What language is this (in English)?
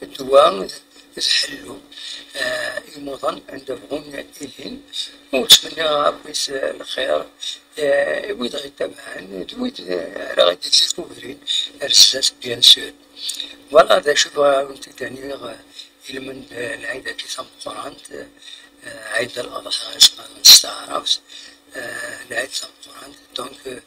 Kabyle